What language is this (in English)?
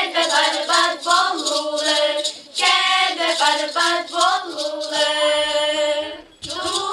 Yakut